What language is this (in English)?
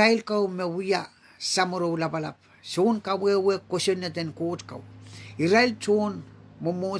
Pohnpeian